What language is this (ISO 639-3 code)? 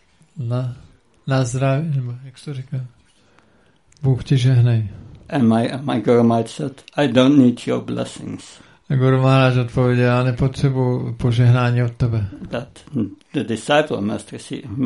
ces